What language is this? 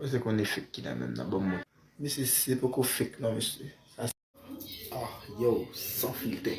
Haitian Creole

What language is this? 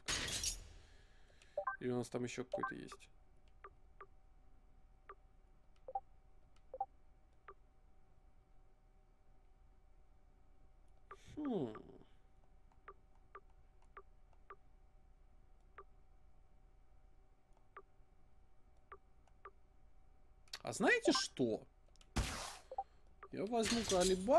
Russian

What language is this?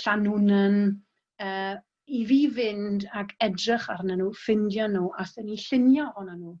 Welsh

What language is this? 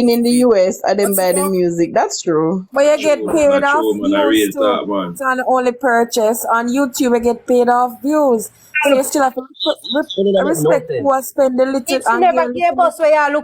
Jamaican Creole English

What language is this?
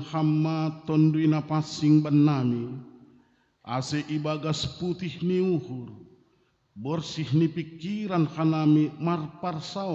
Batak Simalungun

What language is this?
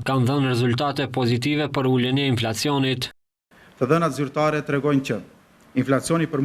Albanian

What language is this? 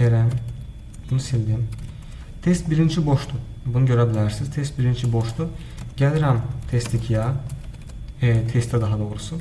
Azerbaijani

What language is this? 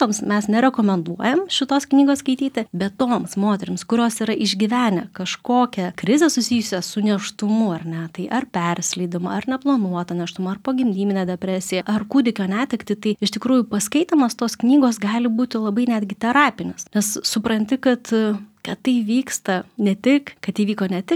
Lithuanian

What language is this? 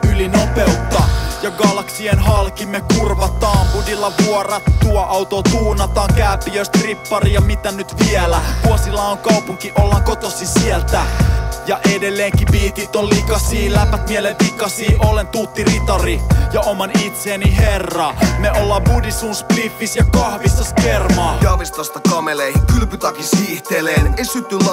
Finnish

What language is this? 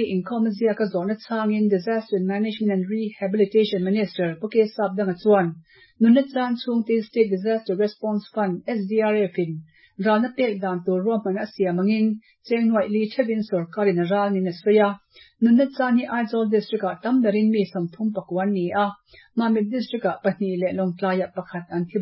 Mizo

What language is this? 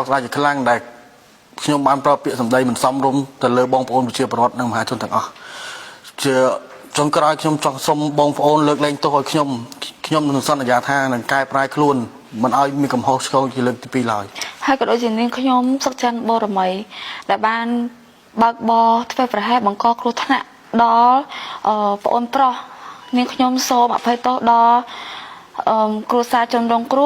Khmer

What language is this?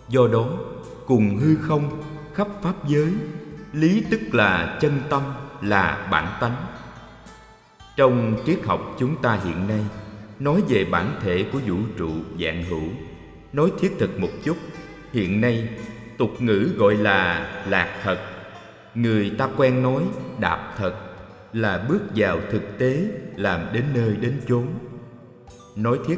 Vietnamese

